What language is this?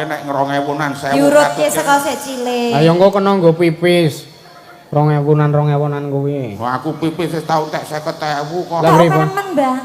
Javanese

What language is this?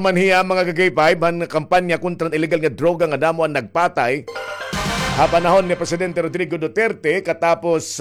Waray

